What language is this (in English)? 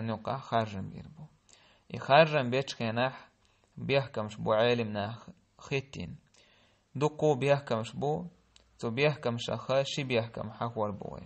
Chechen